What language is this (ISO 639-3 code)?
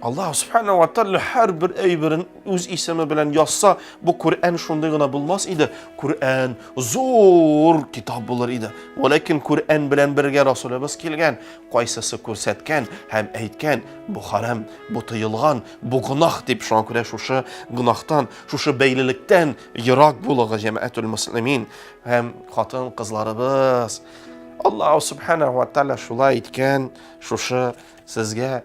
tat